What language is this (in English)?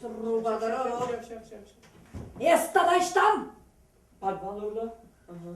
Chuvash